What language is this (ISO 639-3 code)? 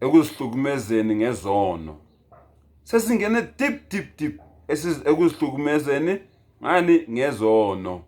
zul